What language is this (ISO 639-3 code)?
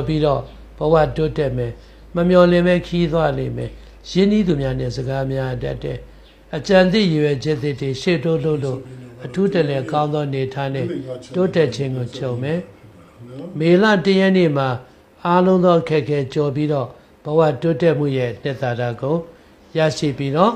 mya